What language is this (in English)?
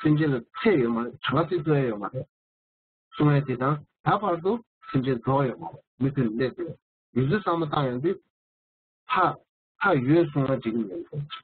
Tibetan